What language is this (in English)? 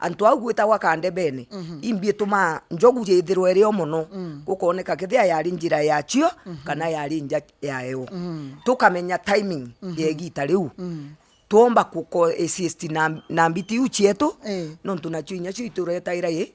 Meru